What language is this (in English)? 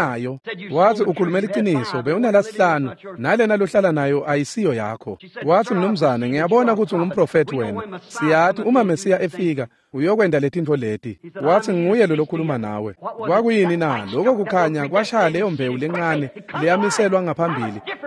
Swati